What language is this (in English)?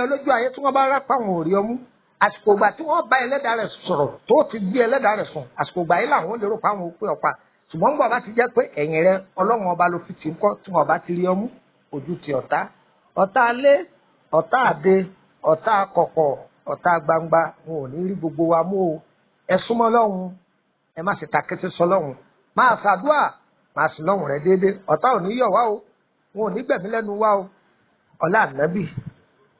Yoruba